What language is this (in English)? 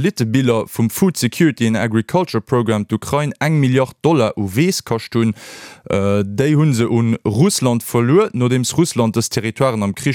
Luxembourgish